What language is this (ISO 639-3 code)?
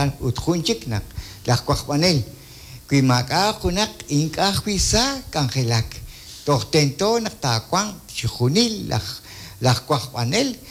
kek